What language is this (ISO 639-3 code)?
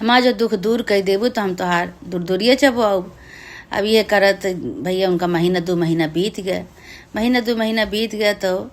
awa